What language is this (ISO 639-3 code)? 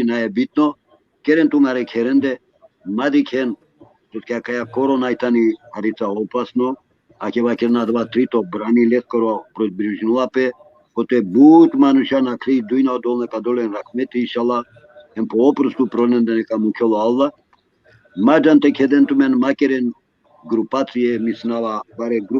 rmn